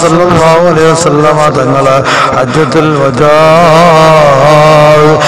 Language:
Malayalam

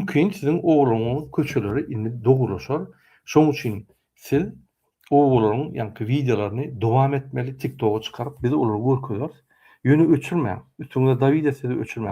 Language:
Turkmen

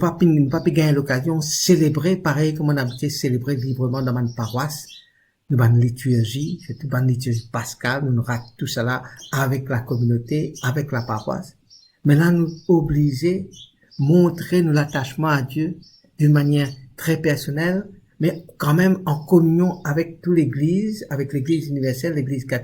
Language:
Morisyen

